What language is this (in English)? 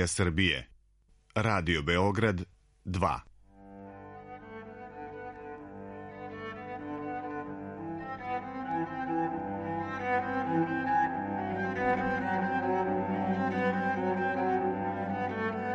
Serbian